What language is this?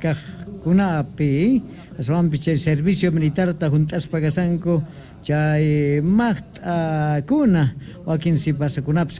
Quechua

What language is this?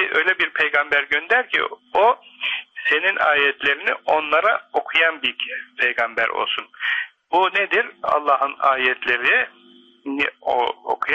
Turkish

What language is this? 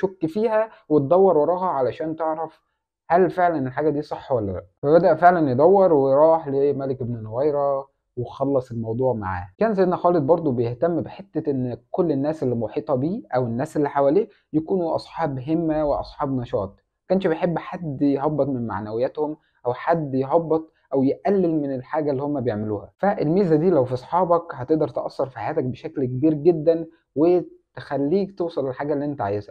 Egyptian Arabic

